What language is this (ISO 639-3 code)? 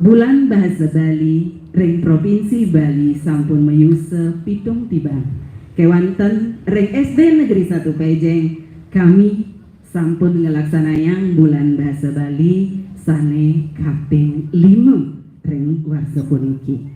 ban